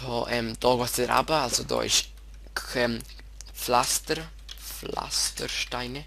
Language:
Swiss German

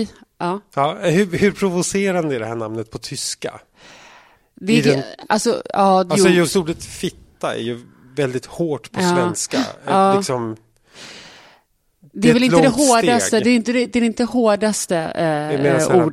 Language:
Swedish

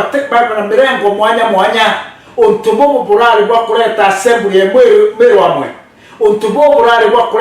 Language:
Meru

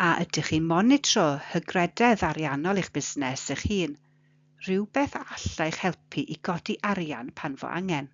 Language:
Welsh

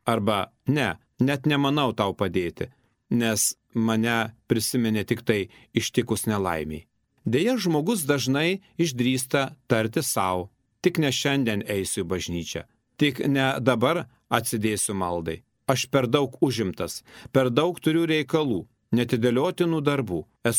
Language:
Lithuanian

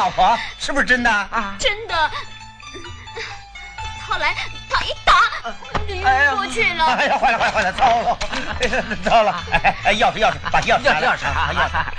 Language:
Chinese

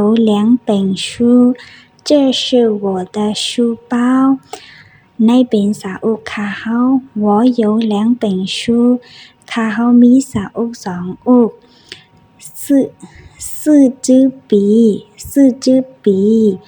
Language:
Shan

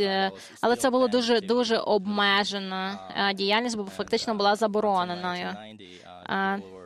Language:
Ukrainian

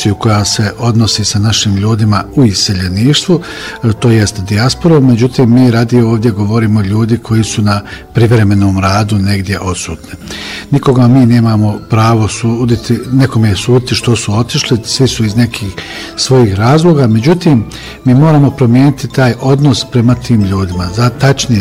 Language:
Bosnian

